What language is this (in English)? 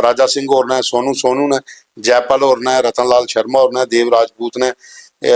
Dogri